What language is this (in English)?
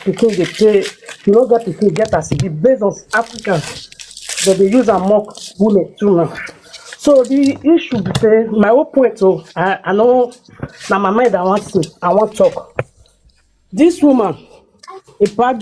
Nigerian Pidgin